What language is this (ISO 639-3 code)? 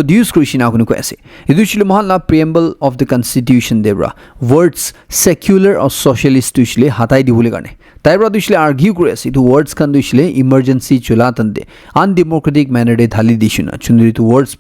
nag